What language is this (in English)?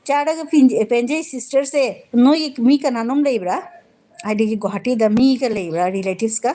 Manipuri